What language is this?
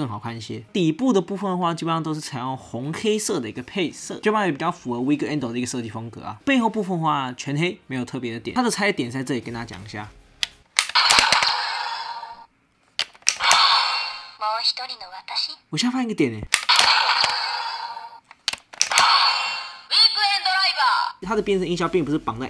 Chinese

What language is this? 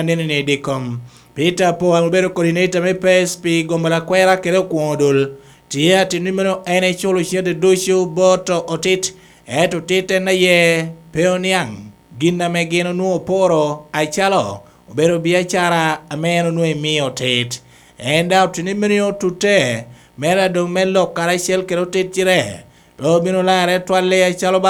Lango (Uganda)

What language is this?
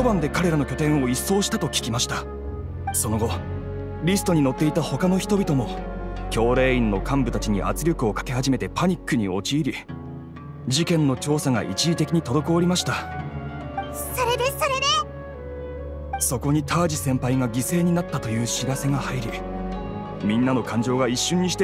Japanese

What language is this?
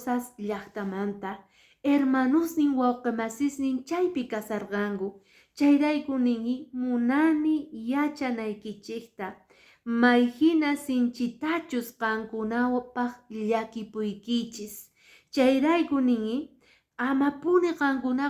Quechua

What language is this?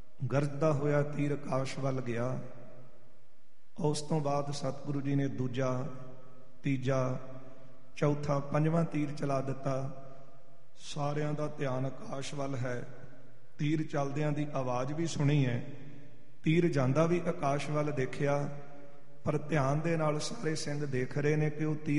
Punjabi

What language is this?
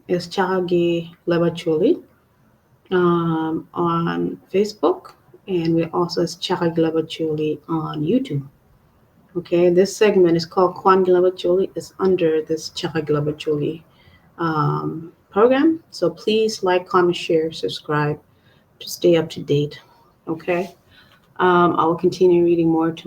Acoli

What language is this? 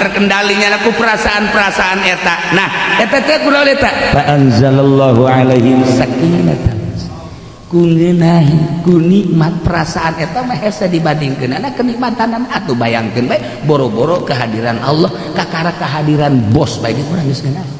Sundanese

